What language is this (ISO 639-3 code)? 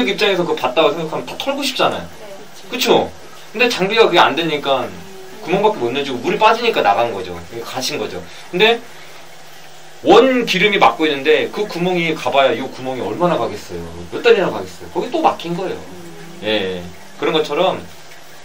kor